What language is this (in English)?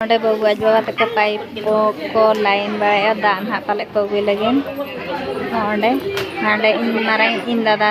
Santali